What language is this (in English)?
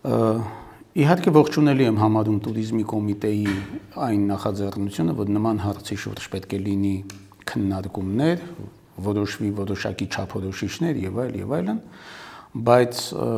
Armenian